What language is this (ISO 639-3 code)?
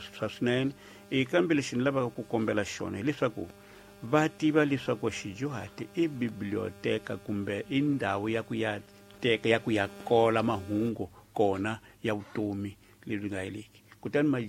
tso